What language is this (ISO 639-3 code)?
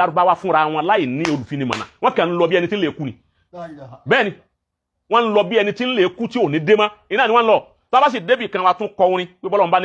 yor